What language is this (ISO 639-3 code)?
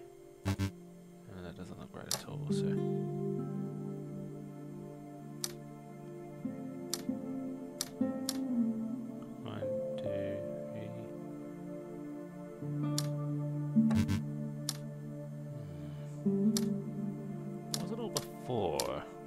eng